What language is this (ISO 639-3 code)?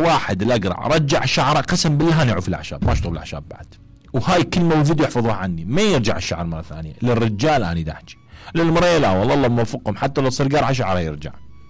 acm